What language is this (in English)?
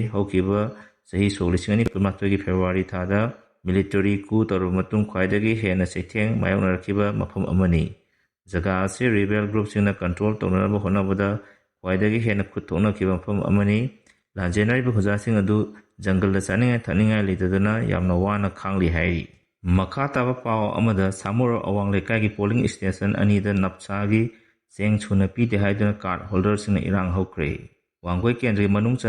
Manipuri